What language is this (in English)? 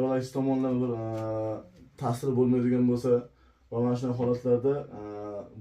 Uzbek